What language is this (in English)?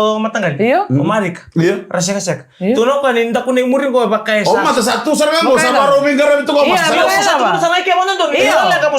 Fijian